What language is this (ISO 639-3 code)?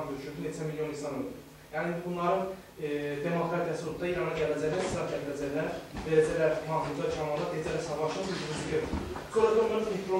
azb